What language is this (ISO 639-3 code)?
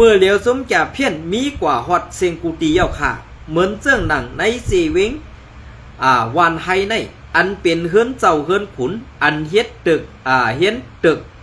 shn